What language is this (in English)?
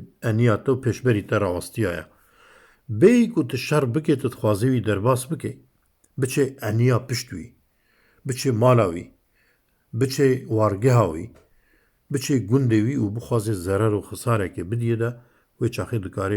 Kurdish